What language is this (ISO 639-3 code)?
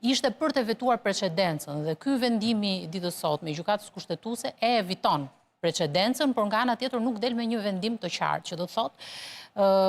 sqi